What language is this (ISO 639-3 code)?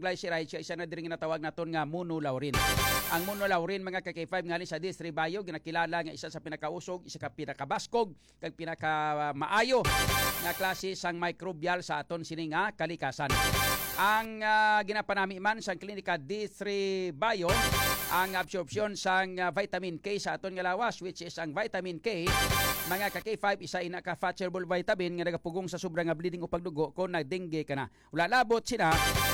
hil